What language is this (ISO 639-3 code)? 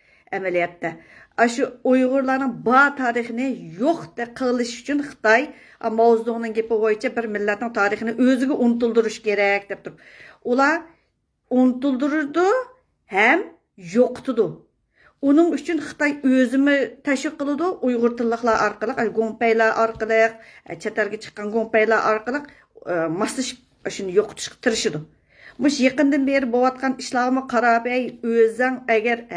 uig